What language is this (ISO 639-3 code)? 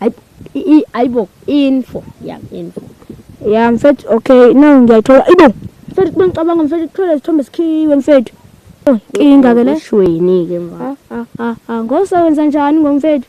zul